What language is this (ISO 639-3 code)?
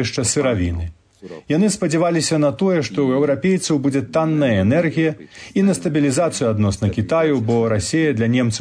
bel